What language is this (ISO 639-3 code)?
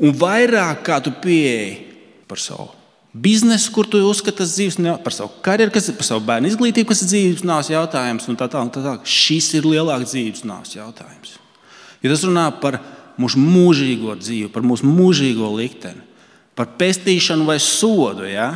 lav